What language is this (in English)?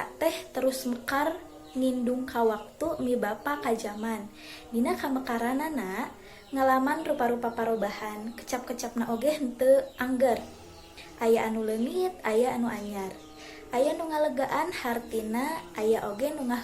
Sundanese